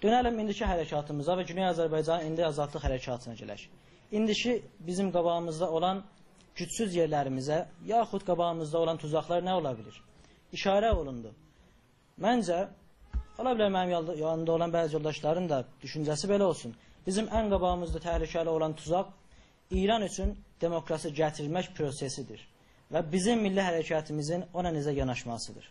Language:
South Azerbaijani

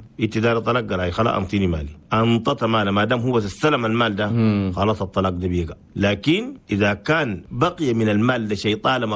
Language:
Chadian Arabic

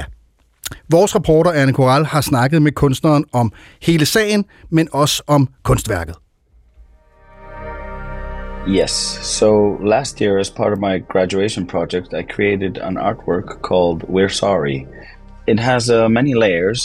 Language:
Danish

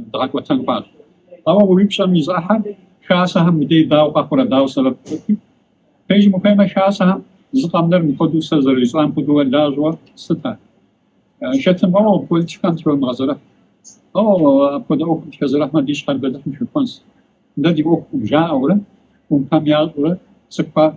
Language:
Kabardian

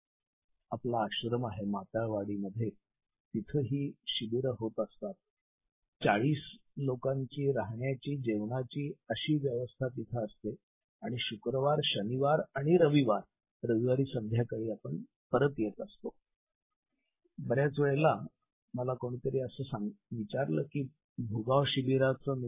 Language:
Marathi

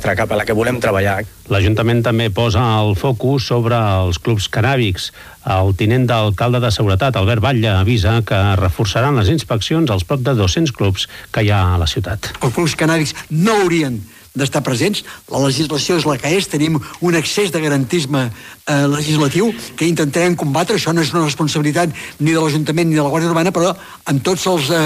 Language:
Catalan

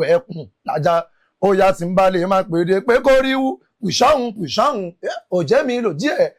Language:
Yoruba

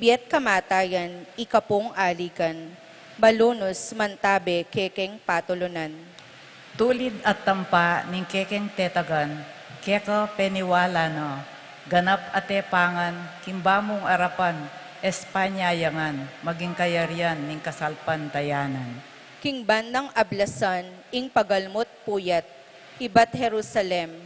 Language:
Pampanga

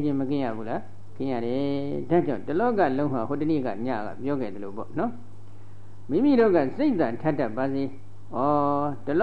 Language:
Burmese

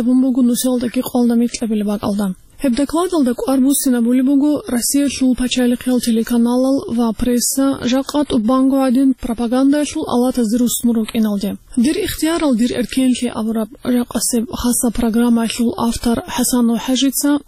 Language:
Avaric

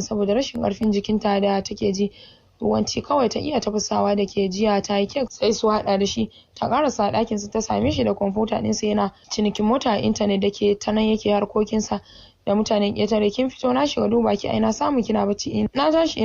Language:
Hausa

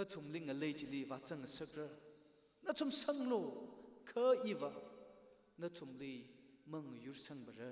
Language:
Tangkhul Naga (India)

